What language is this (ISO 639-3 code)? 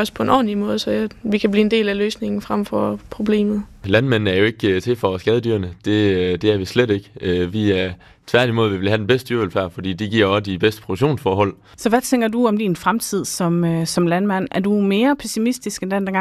dan